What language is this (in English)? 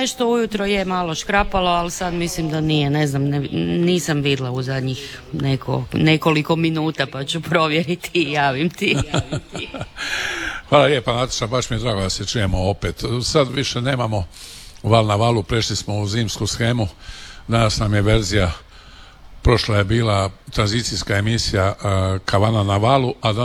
Croatian